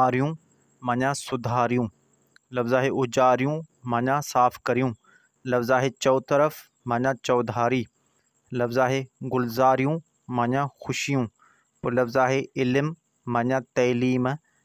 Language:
Sindhi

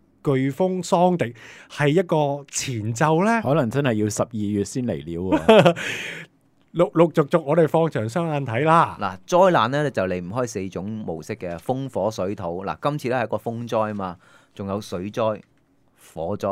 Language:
Cantonese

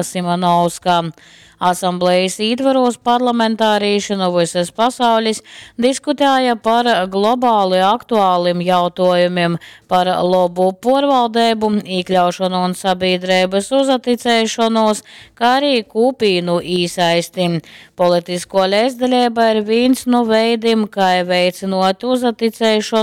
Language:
Latgalian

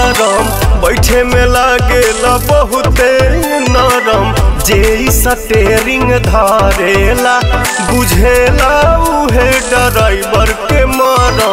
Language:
Bhojpuri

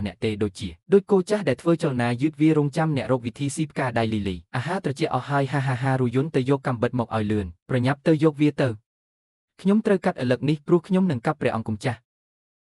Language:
Khmer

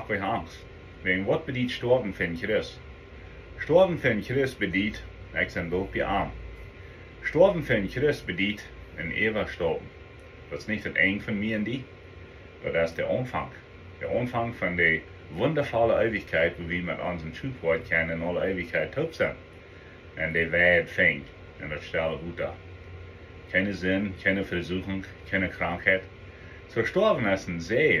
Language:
Plautdietsch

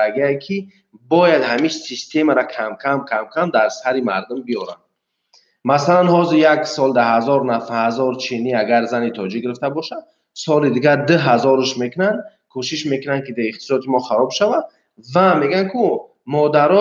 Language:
Tajik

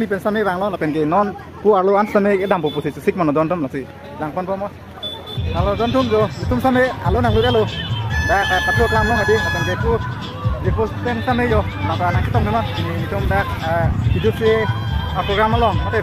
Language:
Karbi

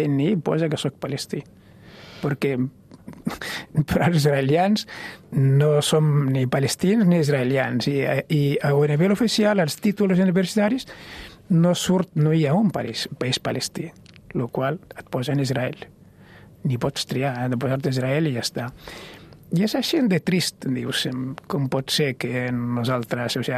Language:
Catalan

